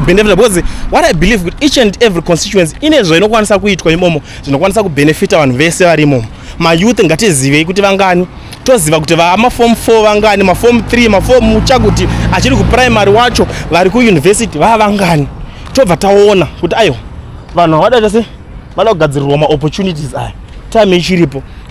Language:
Shona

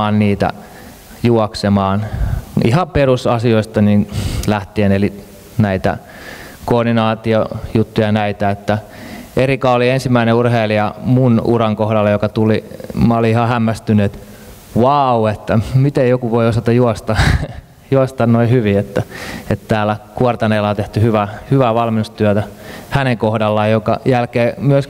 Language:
Finnish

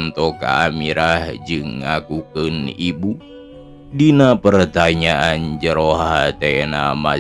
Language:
Sundanese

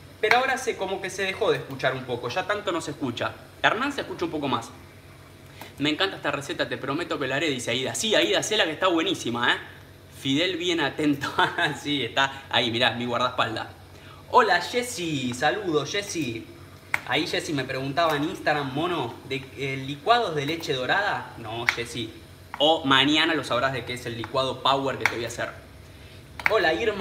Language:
Spanish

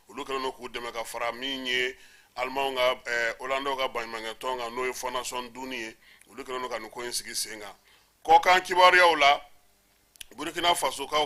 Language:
Bambara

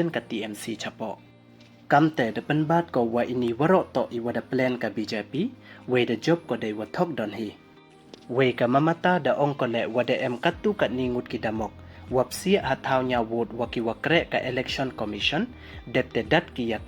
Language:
Pnar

